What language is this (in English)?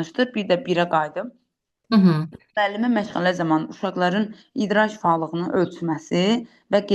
Azerbaijani